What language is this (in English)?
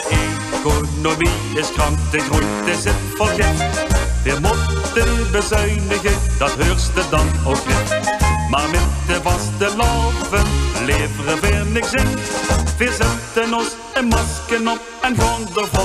Limburgish